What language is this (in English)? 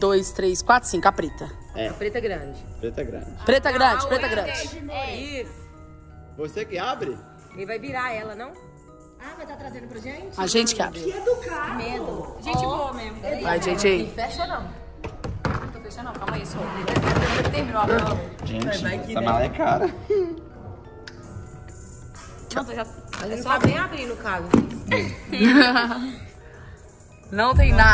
Portuguese